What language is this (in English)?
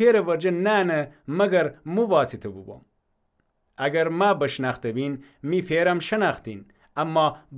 Gilaki